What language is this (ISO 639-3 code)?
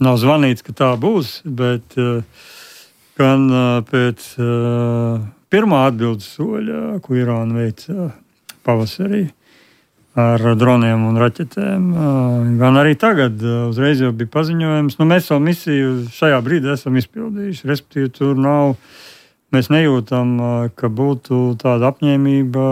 lav